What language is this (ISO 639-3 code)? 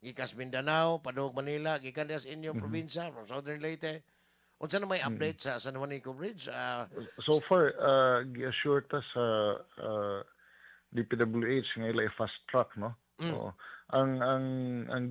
ceb